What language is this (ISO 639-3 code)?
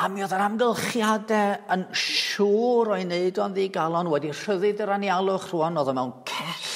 cym